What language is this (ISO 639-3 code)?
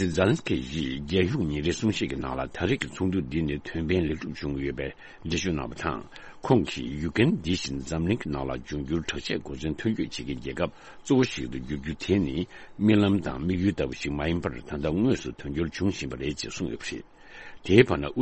bod